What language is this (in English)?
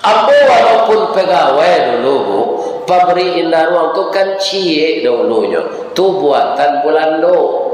Minangkabau